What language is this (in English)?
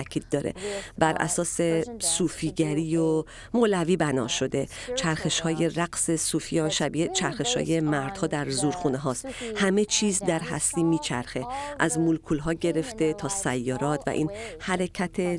Persian